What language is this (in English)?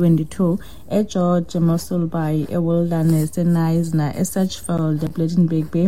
Xhosa